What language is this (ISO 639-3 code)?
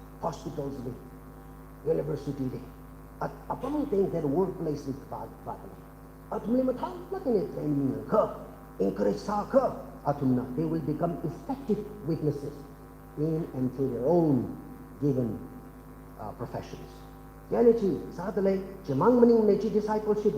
nmf